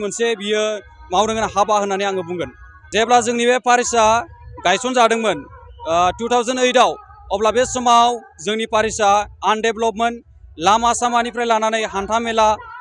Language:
Bodo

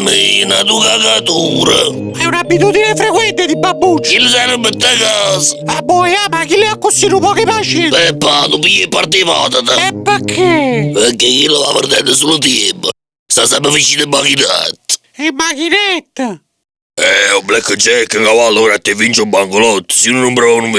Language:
Neapolitan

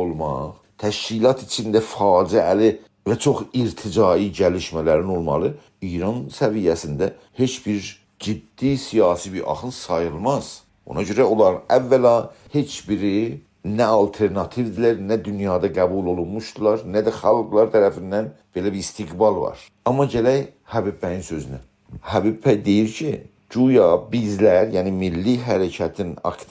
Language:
South Azerbaijani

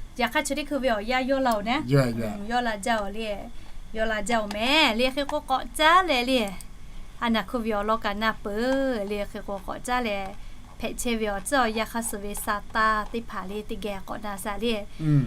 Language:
Lahu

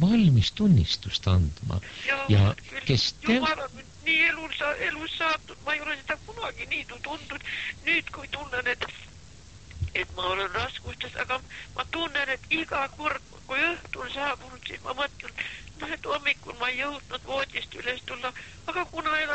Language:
Estonian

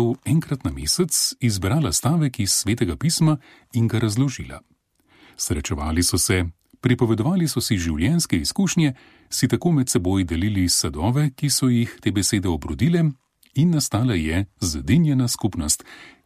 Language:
Slovenian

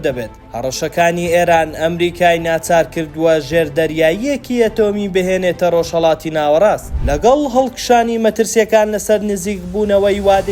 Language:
Central Kurdish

